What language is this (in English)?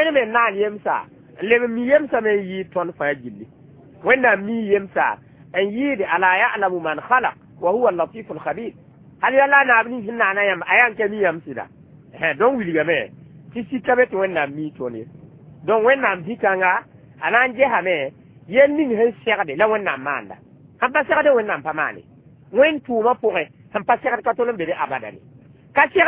Mossi